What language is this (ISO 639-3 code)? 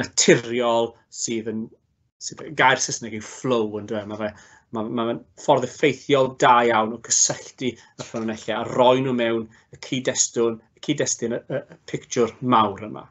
cym